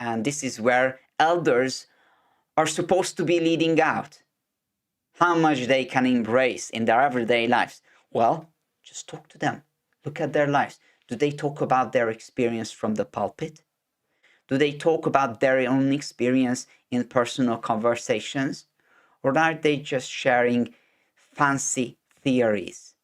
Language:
English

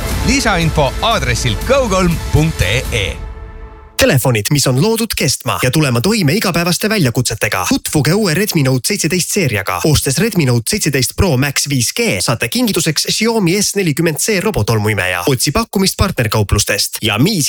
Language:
Estonian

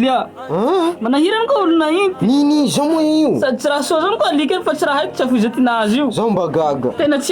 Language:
Malagasy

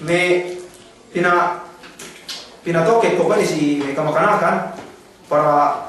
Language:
Yakan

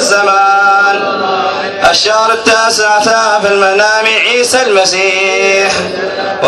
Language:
Arabic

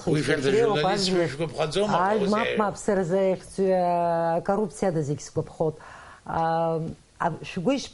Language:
Abkhazian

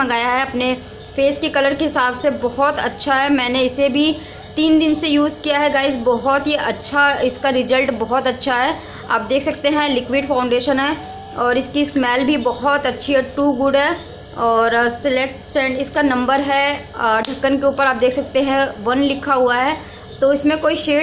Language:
Hindi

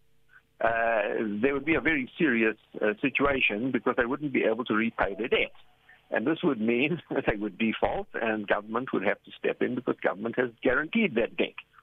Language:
English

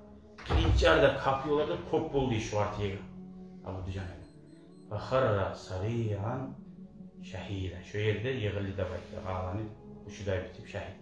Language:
Kumyk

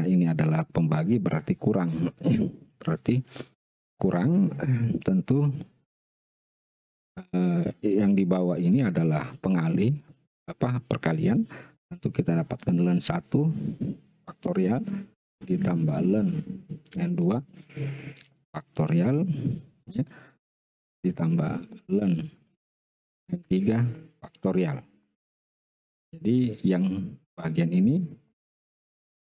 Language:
Indonesian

